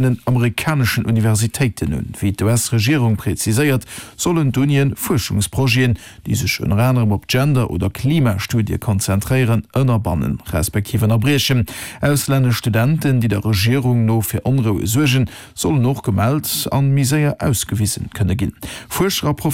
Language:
Luxembourgish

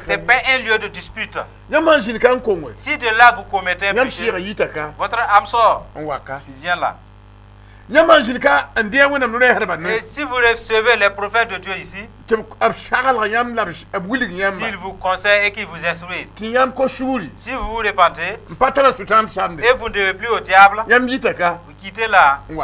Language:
Mossi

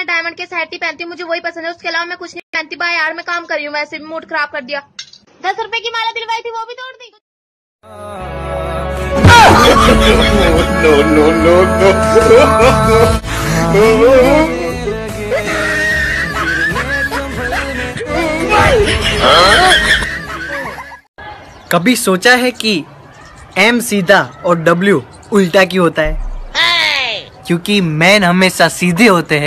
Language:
Hindi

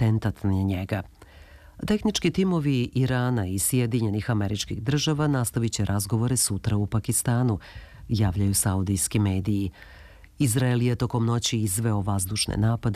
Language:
Serbian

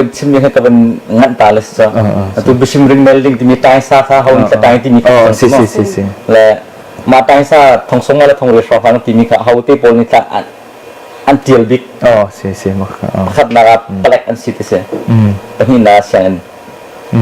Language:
Hakha Chin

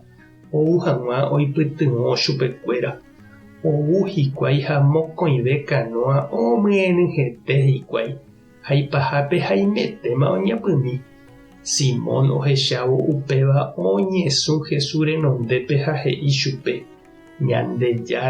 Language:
Guarani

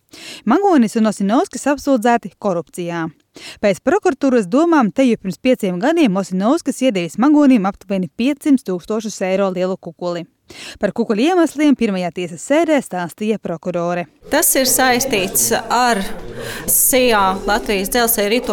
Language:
Latvian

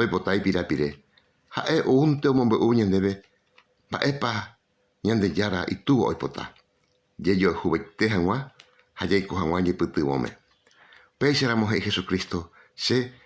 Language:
Guarani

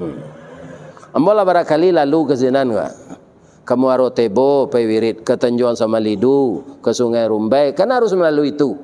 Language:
Minangkabau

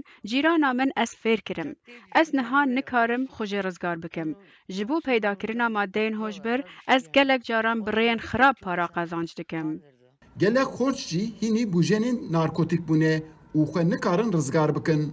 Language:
Kurdish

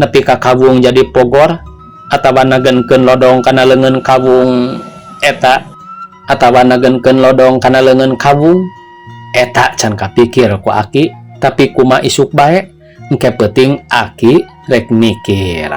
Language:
Sundanese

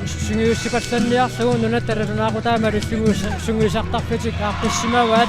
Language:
Kalaallisut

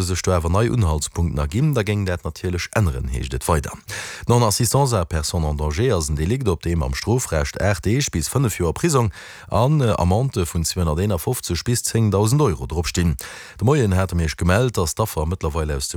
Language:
Luxembourgish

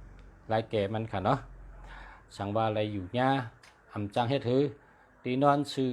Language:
Shan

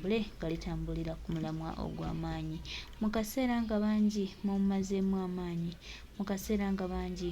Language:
Ganda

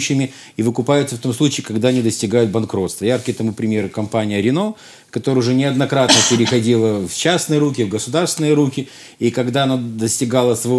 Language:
Russian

